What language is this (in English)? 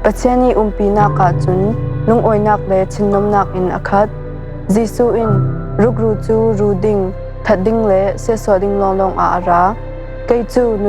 Falam Chin